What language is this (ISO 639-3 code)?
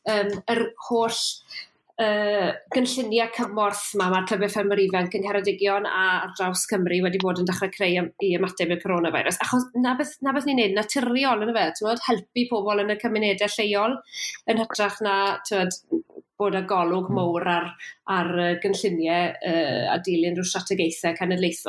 cym